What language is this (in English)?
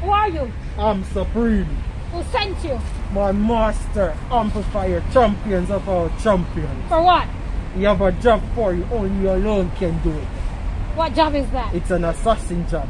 Jamaican Creole English